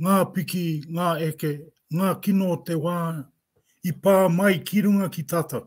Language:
Māori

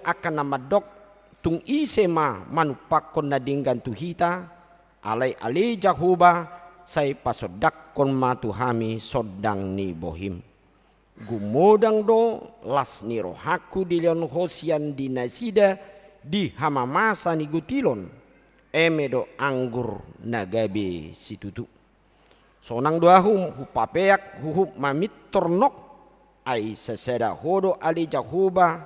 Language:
Batak Toba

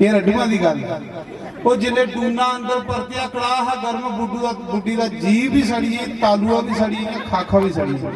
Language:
Dogri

